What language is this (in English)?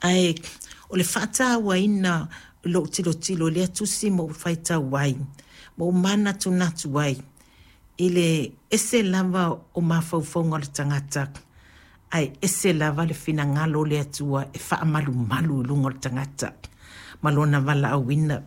Samoan